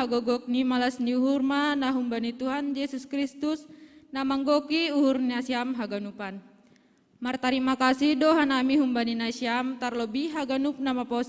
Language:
Batak Simalungun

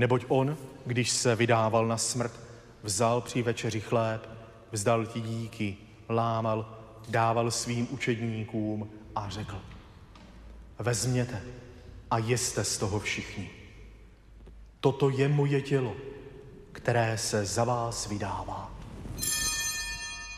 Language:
Czech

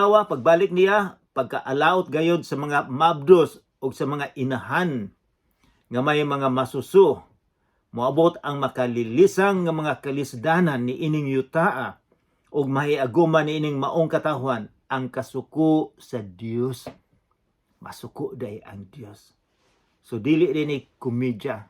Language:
Cebuano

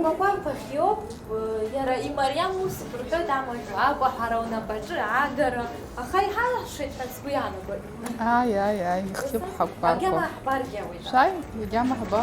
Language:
Abkhazian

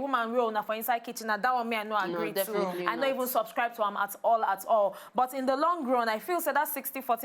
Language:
Nigerian Pidgin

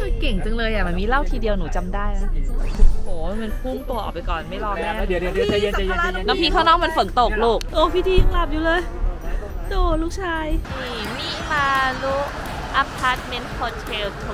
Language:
Thai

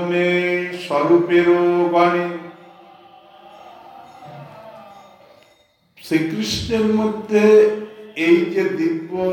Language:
Bangla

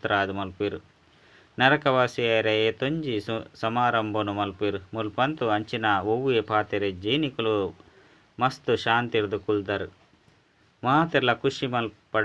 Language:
Tulu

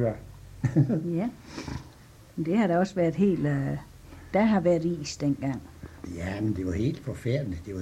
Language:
Danish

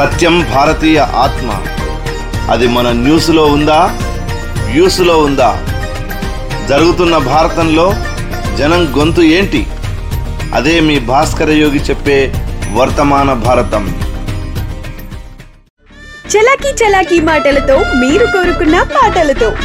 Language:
Telugu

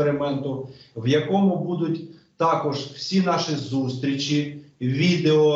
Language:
Ukrainian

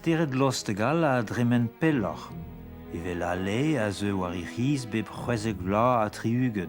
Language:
Breton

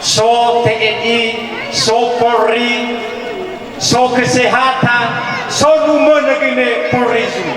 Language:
Nias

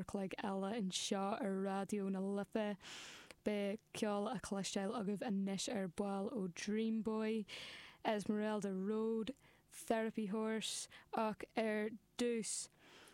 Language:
Irish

